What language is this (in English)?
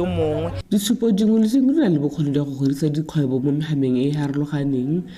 Tswana